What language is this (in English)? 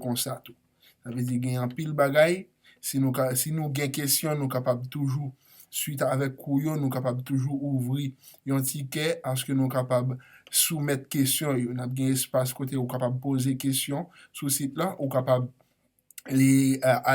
Haitian Creole